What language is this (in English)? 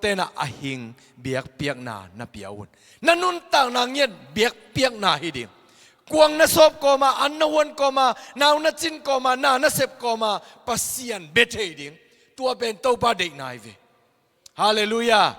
Tedim Chin